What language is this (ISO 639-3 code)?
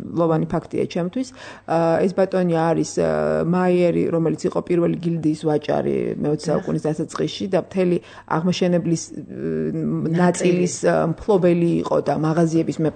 kat